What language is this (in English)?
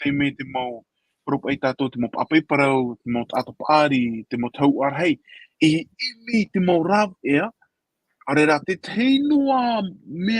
Tahitian